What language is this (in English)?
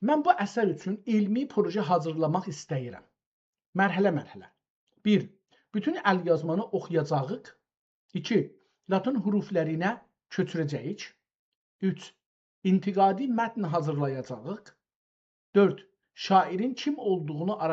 South Azerbaijani